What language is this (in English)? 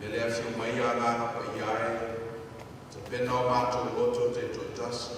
Samoan